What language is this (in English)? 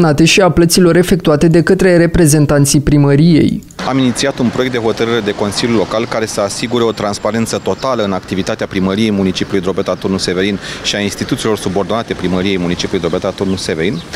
Romanian